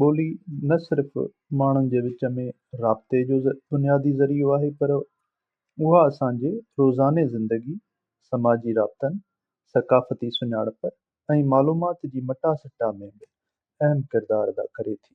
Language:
Sindhi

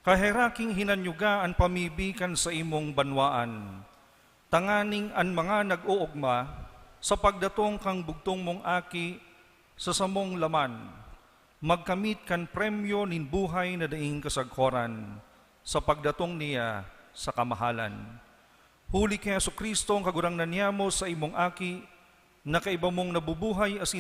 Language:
Bikol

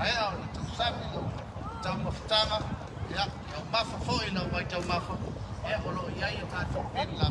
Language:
Samoan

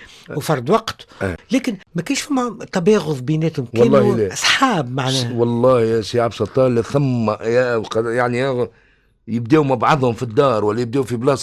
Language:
Tunisian Arabic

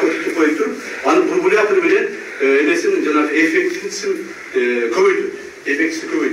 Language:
Kyrgyz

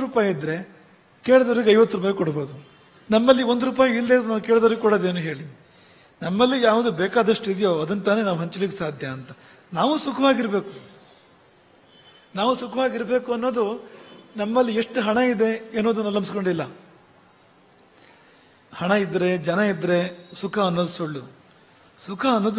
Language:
Kannada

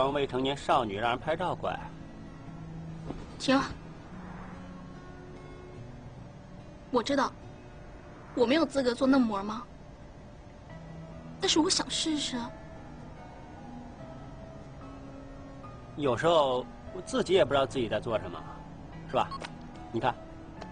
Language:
Chinese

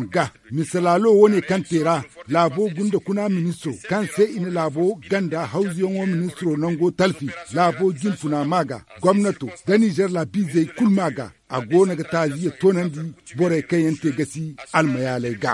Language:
Zarma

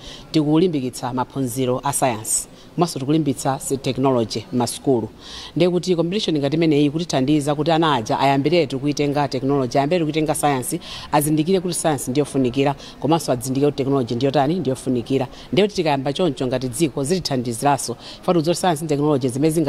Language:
Nyanja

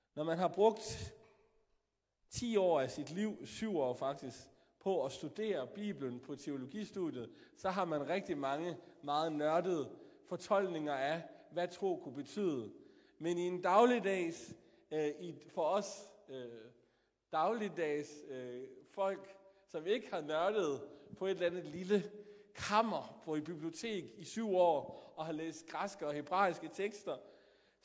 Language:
Danish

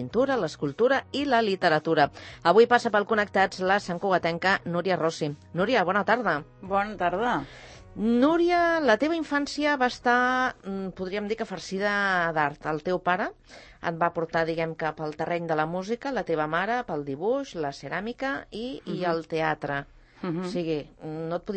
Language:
Catalan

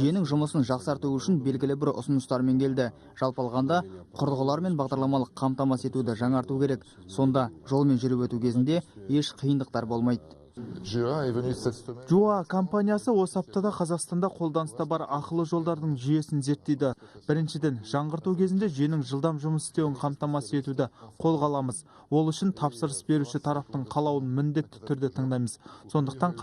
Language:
Kazakh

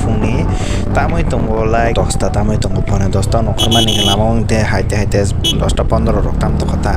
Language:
Kok Borok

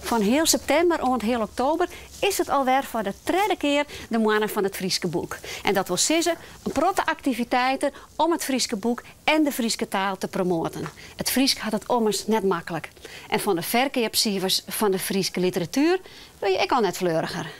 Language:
Western Frisian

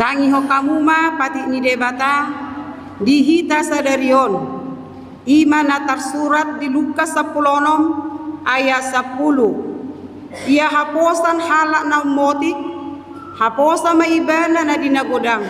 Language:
Batak Toba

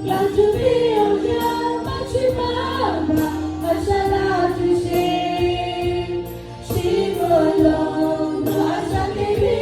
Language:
Lahu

